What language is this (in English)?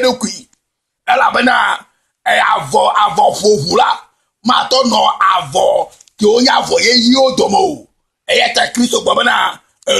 Ewe